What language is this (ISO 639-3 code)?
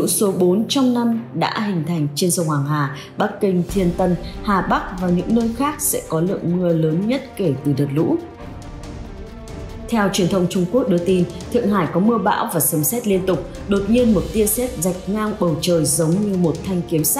vie